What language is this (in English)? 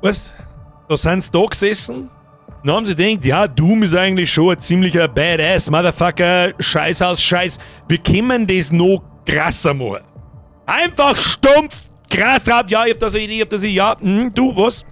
Bavarian